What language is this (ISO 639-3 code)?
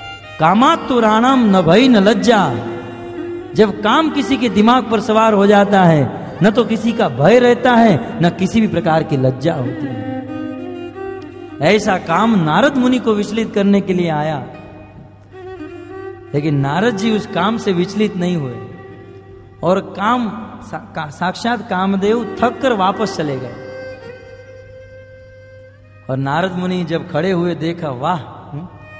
hin